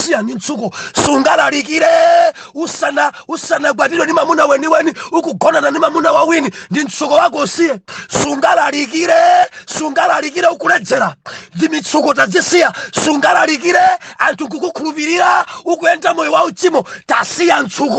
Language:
Nyanja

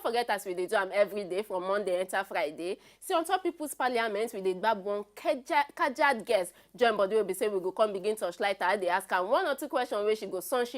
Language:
Nigerian Pidgin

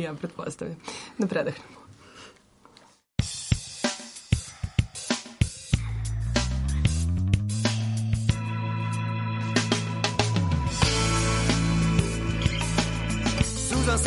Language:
Serbian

